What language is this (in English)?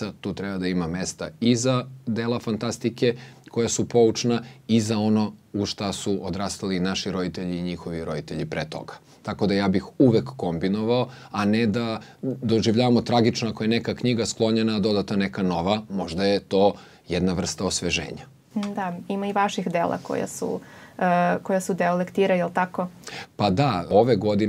Serbian